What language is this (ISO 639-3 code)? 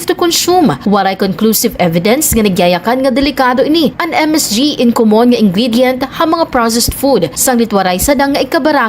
war